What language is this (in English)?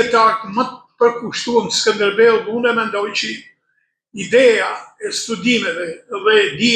Albanian